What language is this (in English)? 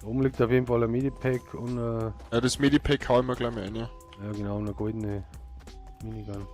Bavarian